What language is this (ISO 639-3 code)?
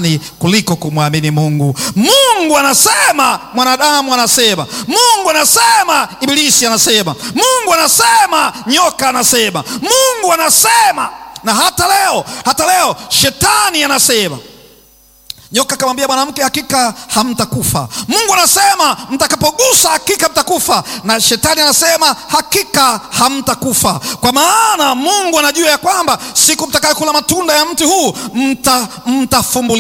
swa